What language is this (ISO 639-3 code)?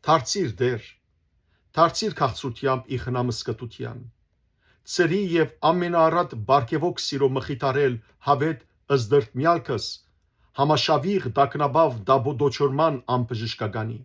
hyw